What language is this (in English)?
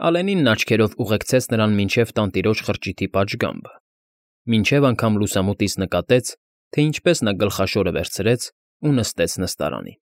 Armenian